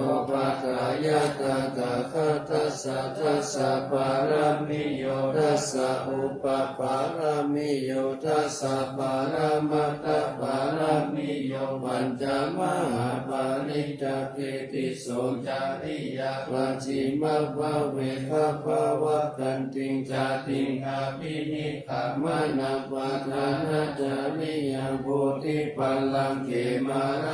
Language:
Pali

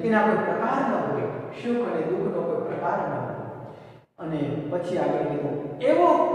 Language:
Gujarati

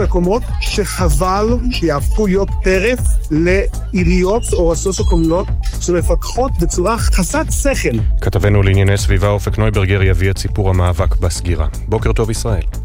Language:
Hebrew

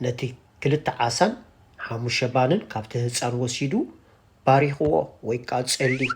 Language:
Tigrinya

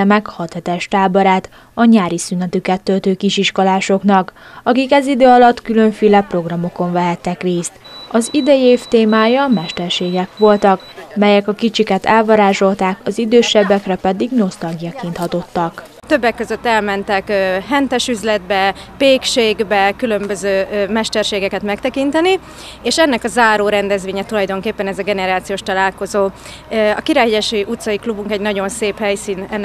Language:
Hungarian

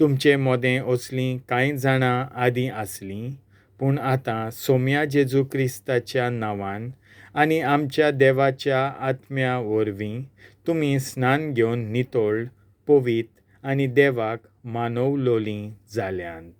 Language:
Konkani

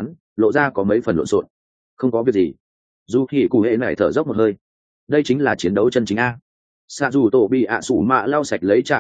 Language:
Vietnamese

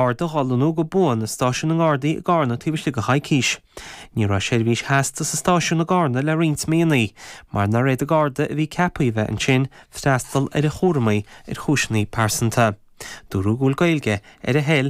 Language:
Irish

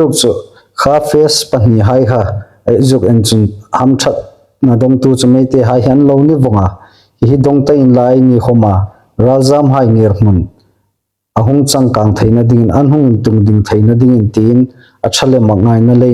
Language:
Hmar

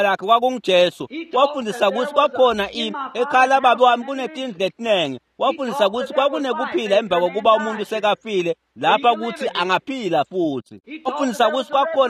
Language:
Swati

